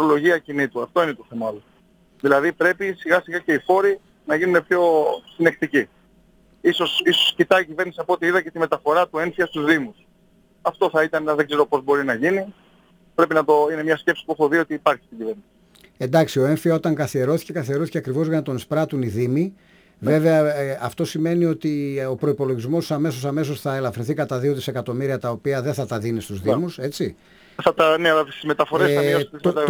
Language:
Greek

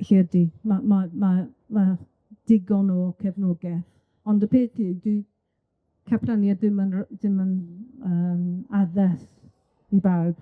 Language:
Welsh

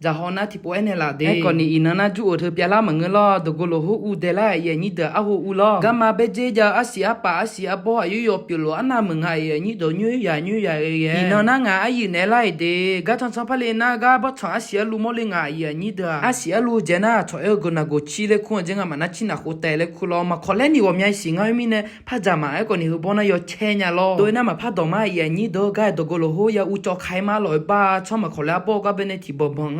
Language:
Akha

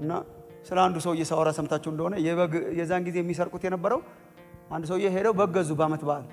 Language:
Amharic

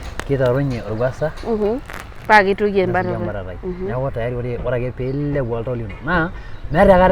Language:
Masai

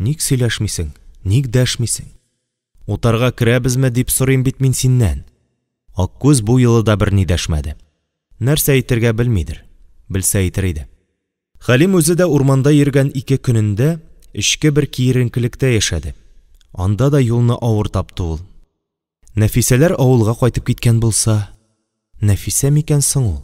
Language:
Tatar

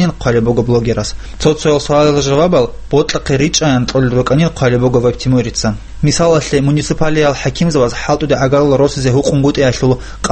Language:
Avaric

